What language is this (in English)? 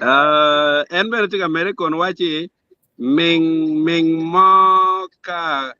Acoli